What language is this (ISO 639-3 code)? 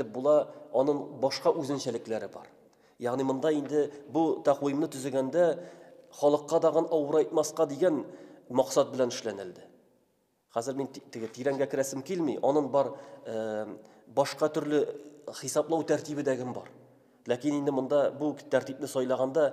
tat